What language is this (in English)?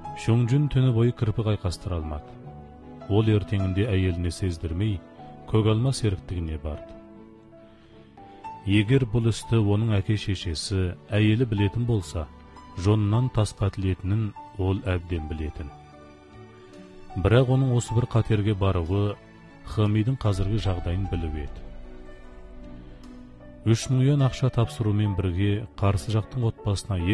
Kazakh